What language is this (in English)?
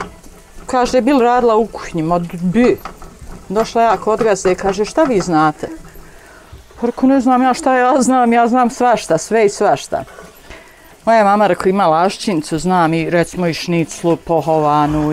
Bosnian